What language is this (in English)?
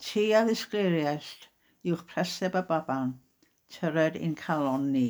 Welsh